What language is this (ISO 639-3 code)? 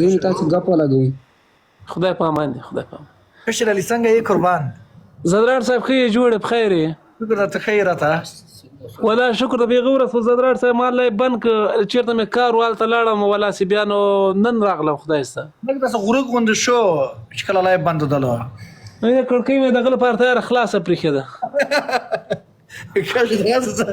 pus